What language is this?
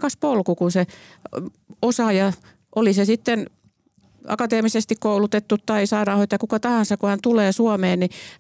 Finnish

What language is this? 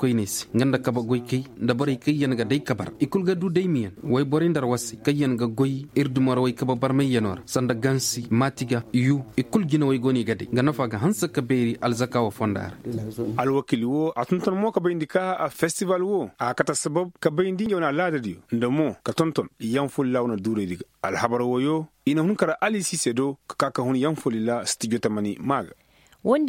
Zarma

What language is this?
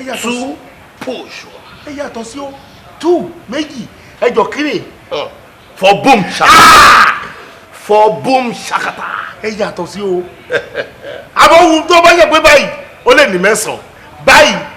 Yoruba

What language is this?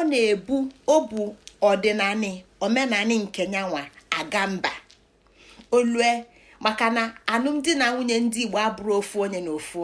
Igbo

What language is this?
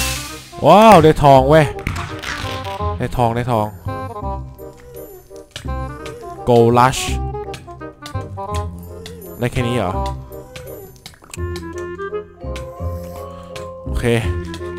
Thai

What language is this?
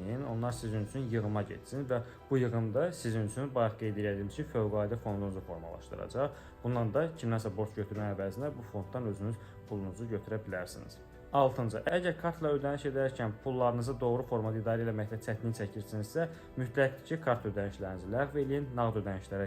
Azerbaijani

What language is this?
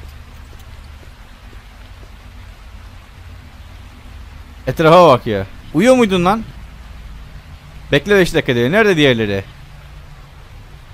Turkish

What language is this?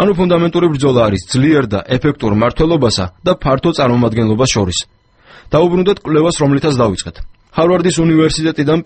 Georgian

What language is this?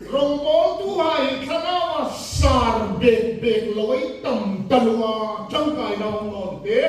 Hmar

